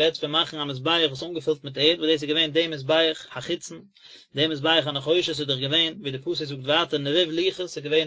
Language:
Yiddish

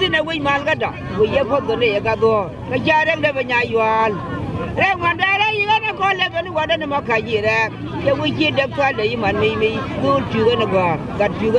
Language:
Nuer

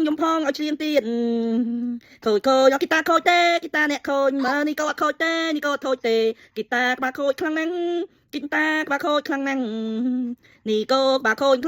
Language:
Khmer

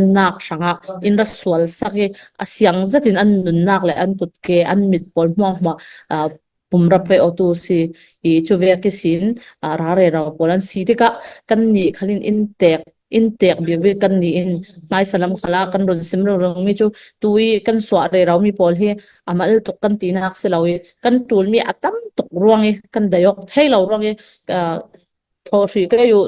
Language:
Falam Chin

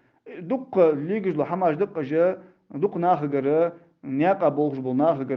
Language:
Ingush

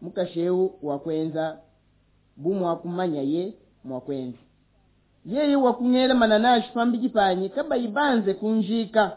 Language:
Luba-Lulua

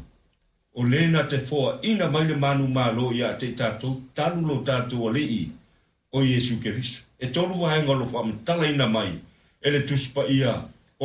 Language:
Samoan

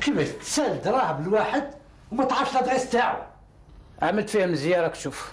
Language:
Algerian Arabic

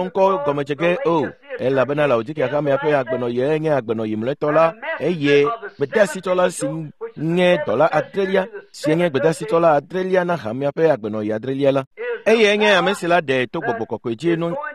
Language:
Ewe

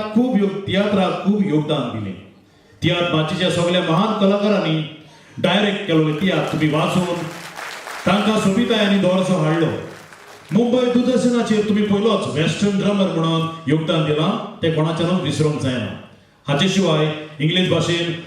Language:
Konkani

